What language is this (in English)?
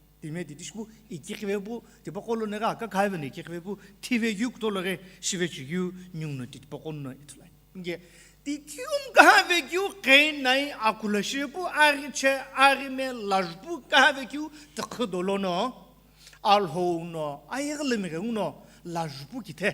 Sumi Naga